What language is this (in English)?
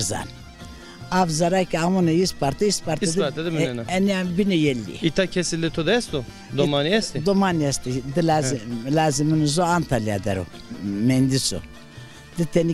Zaza